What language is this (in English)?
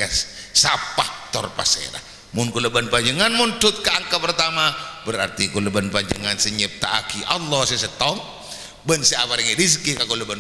Madurese